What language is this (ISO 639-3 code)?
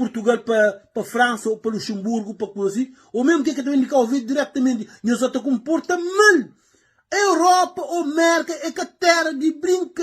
kea